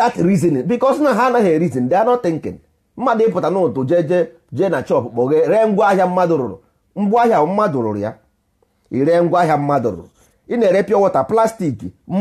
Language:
Igbo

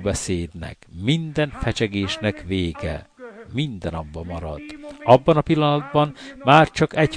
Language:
Hungarian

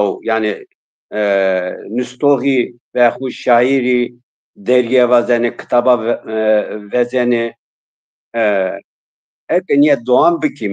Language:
Zaza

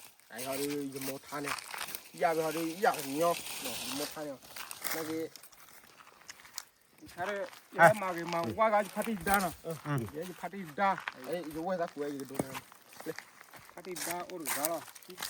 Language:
S'gaw Karen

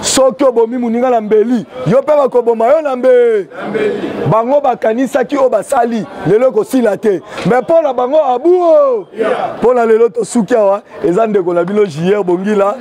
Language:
Lingala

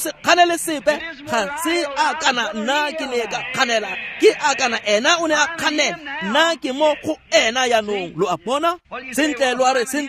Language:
Tswana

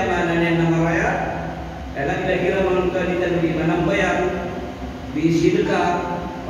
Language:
Maranao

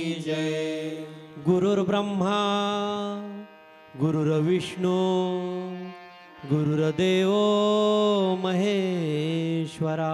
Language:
Marathi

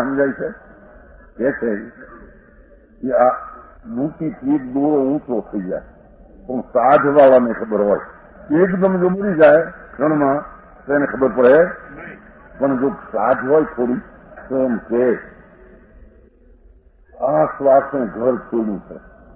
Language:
Gujarati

